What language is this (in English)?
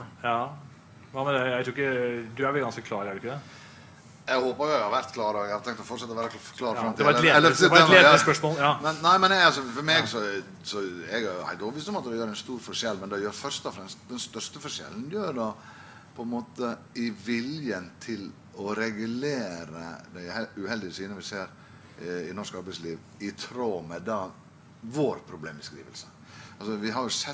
Norwegian